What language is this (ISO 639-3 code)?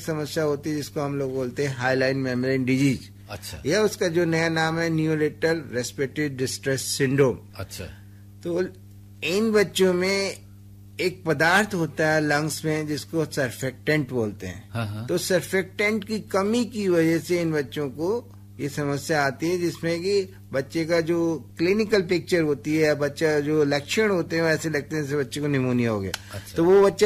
hin